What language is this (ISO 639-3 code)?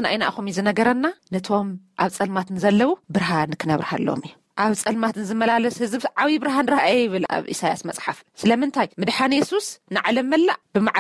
tir